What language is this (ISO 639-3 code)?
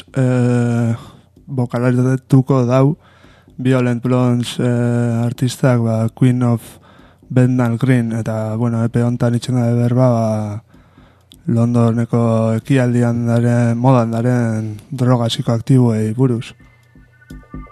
eus